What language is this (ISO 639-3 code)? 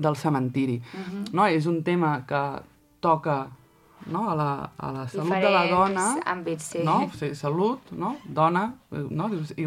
cat